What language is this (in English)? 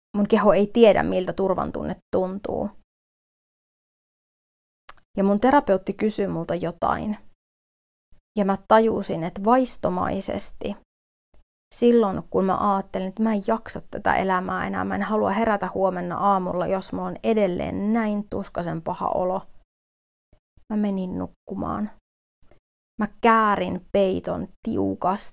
Finnish